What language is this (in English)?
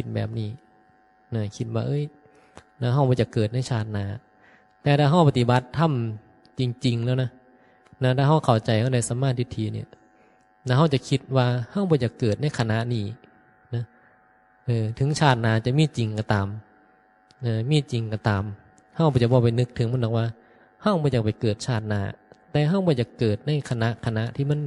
Northeastern Thai